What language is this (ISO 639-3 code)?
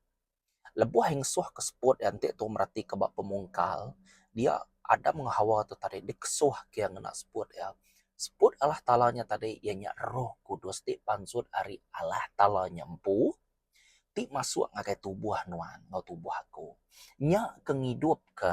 iba